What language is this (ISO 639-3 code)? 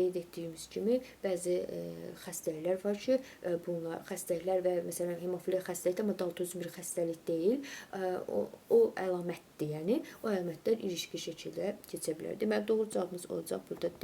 aze